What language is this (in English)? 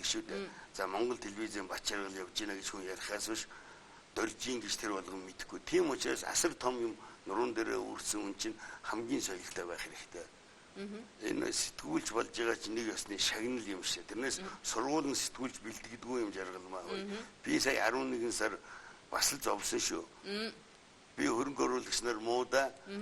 Mongolian